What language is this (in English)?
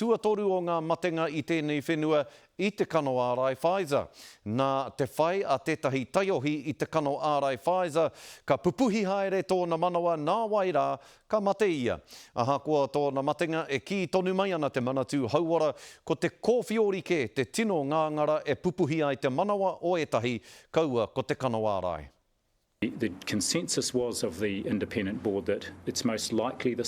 Māori